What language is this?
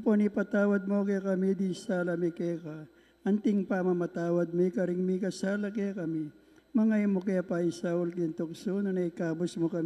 Pampanga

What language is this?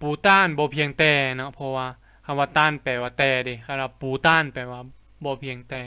Lao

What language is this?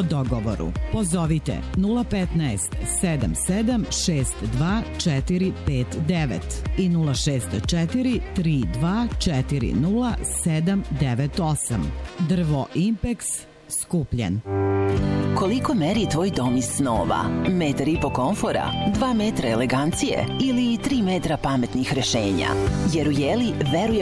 Serbian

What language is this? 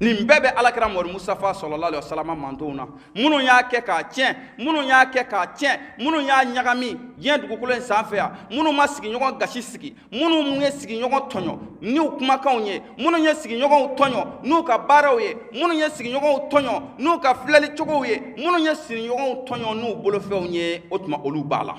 Bambara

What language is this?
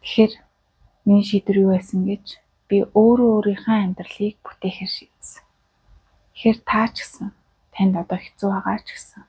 Mongolian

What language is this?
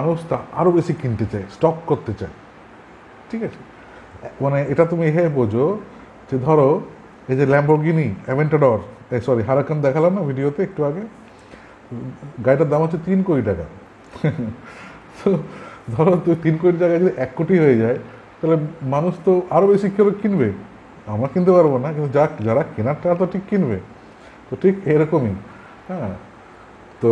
Bangla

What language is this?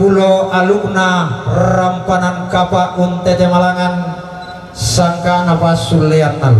Toraja-Sa'dan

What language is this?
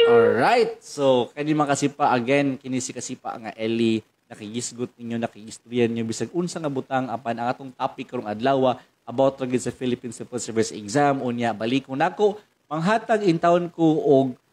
Cebuano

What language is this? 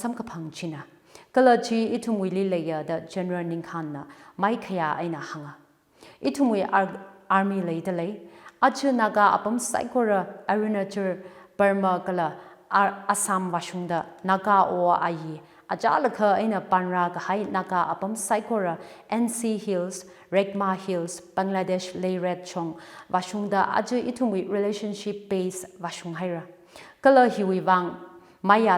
Tangkhul Naga (India)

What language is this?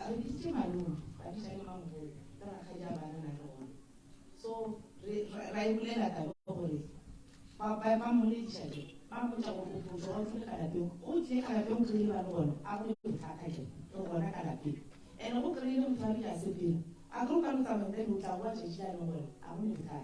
Northern Sotho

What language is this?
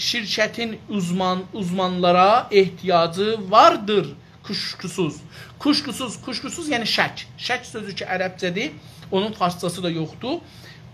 South Azerbaijani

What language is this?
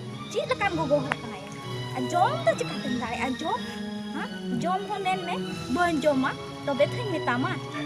Santali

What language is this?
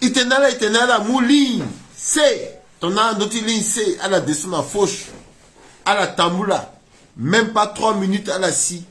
Sango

